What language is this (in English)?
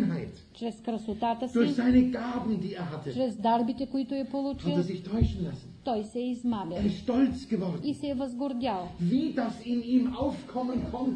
Bulgarian